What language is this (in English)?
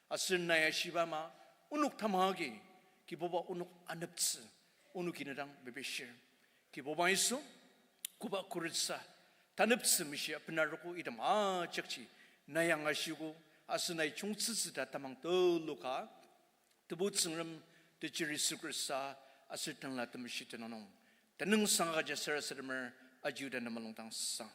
Ao Naga